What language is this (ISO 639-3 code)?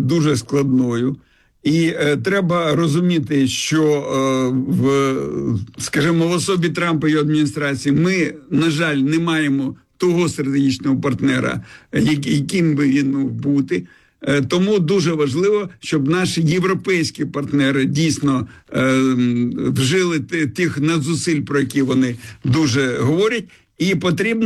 ukr